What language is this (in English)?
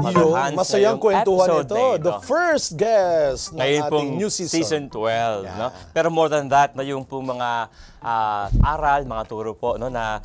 Filipino